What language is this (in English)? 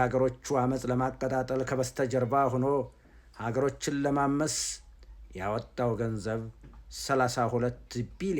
Amharic